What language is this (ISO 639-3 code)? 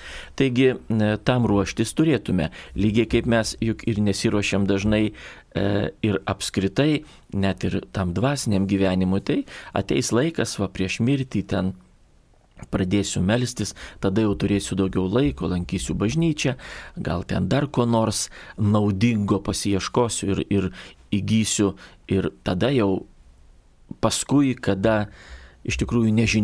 lit